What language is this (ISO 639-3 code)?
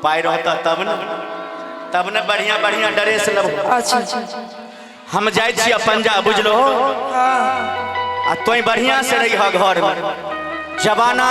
mai